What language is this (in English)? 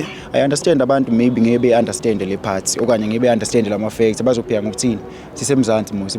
Zulu